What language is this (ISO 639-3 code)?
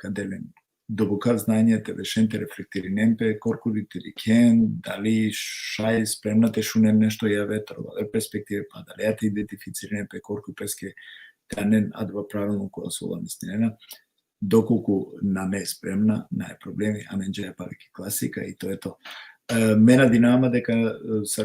rmn